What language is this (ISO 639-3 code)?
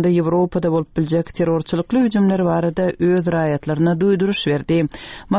tuk